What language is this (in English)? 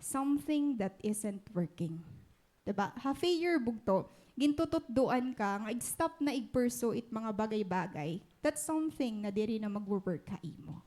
Waray